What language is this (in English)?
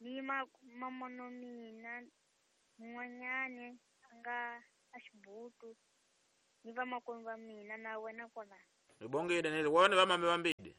Tsonga